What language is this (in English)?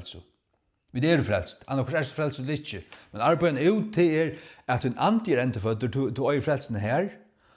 Faroese